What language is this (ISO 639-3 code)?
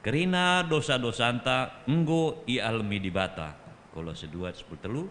btx